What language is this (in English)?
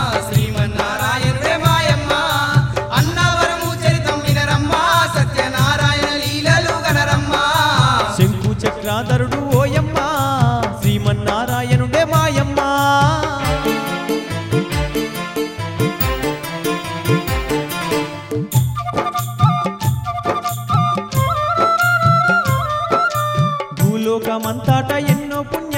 Telugu